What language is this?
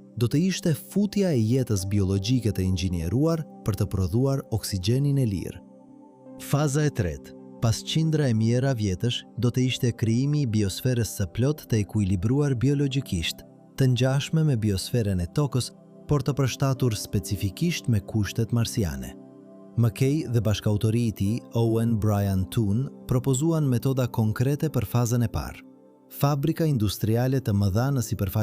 Albanian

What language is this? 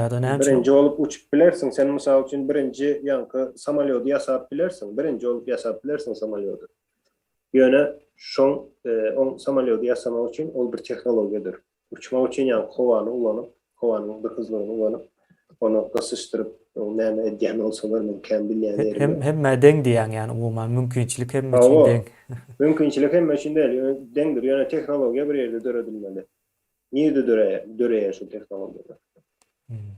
Turkmen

